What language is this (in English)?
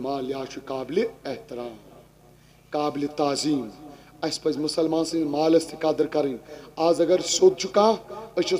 Kashmiri